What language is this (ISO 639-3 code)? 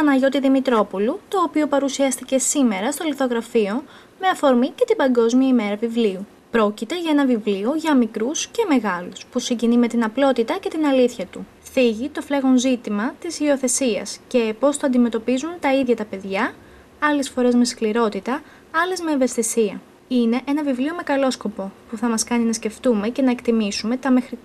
ell